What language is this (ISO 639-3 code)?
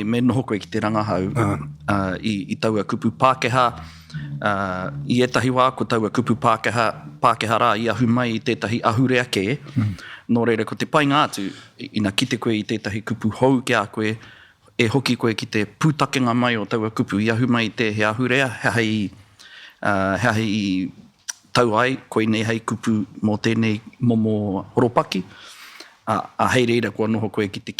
mri